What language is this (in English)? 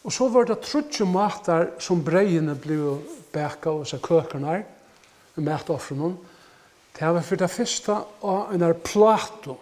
Faroese